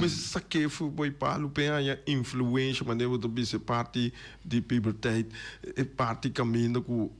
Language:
Papiamento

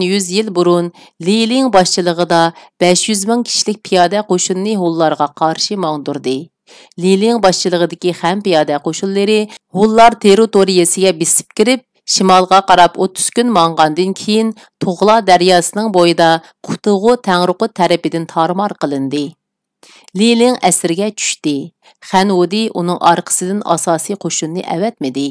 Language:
Uyghur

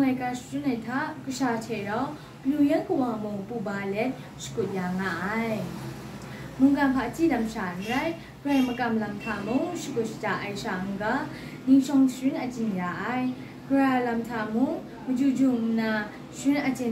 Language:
Kachin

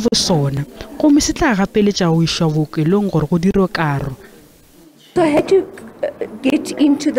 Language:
Northern Sotho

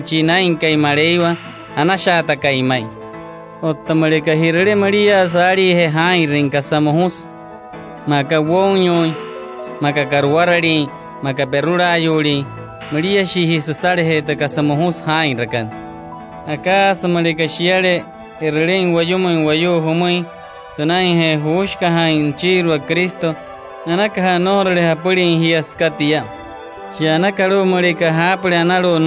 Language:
Wayuu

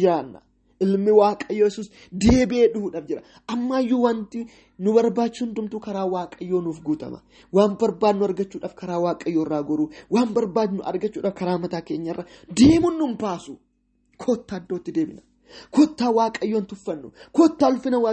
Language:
Oromo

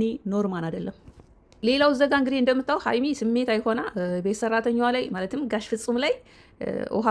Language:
Amharic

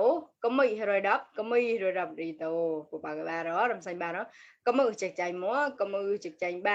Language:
Mon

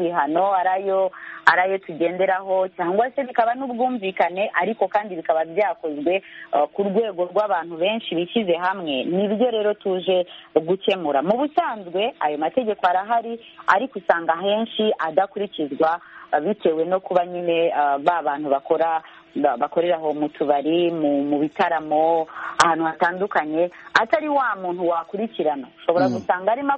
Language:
Kinyarwanda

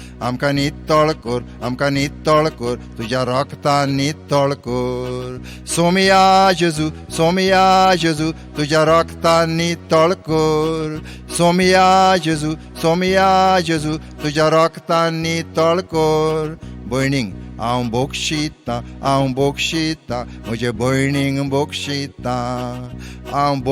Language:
Konkani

